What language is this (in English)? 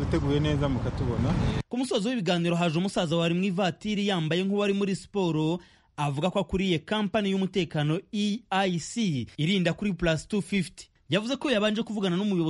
Kinyarwanda